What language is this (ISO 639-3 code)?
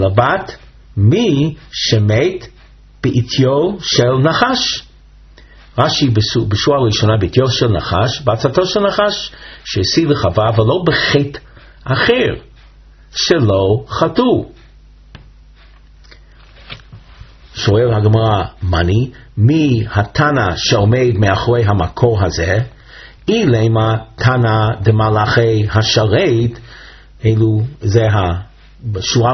heb